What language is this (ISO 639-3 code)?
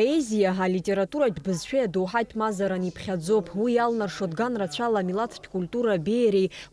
abk